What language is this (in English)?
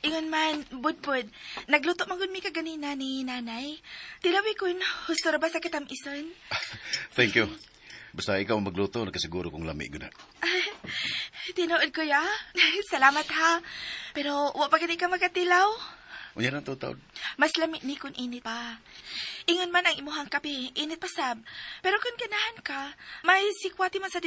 Cebuano